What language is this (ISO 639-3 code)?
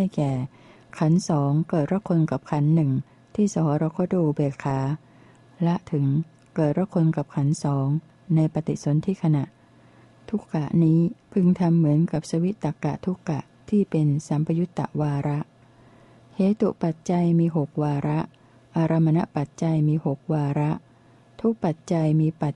tha